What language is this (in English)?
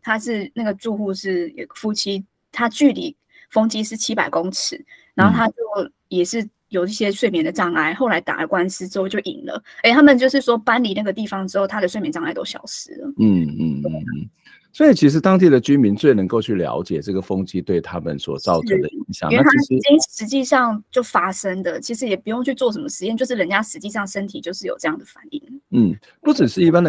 Chinese